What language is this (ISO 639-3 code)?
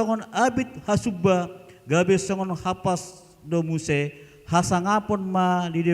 bbc